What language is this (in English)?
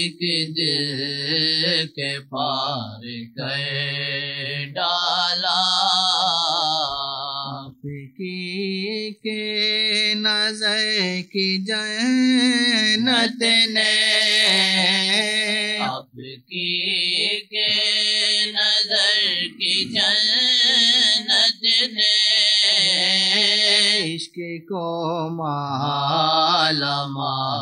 Urdu